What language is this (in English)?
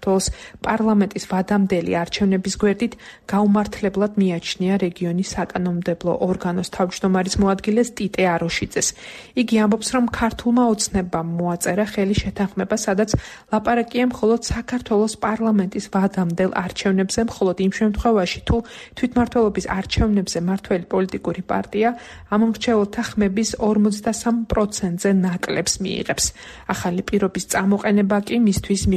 Georgian